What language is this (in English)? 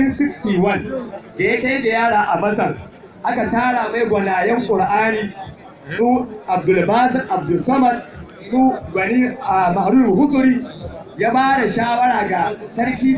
Hausa